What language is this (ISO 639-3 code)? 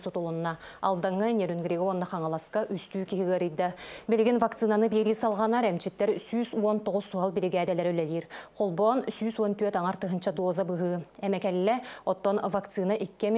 sah